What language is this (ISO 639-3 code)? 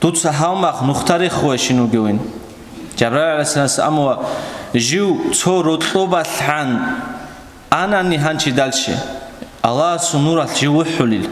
ava